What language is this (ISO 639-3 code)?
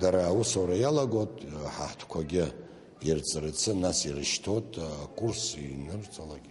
abk